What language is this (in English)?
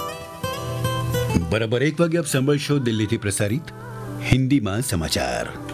Gujarati